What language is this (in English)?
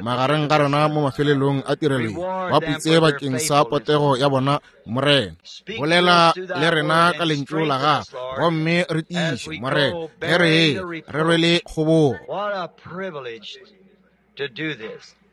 Northern Sotho